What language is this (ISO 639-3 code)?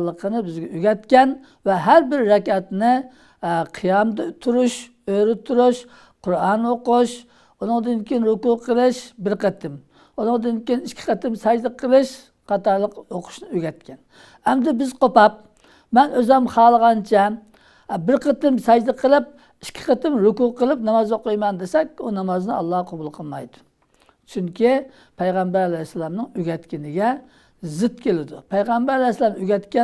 uig